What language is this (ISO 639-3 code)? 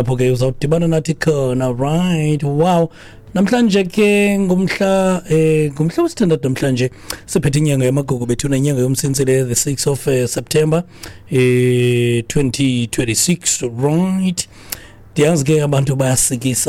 xho